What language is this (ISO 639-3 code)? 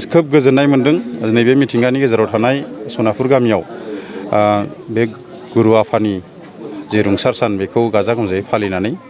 brx